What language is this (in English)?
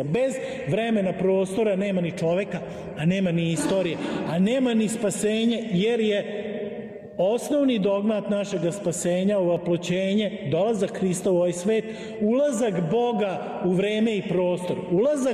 Serbian